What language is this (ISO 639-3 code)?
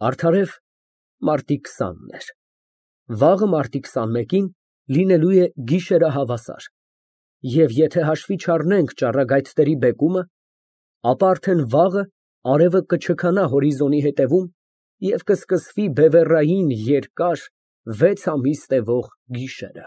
hye